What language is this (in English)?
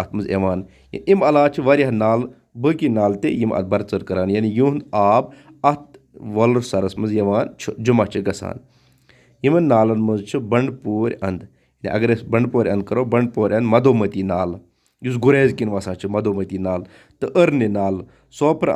Kashmiri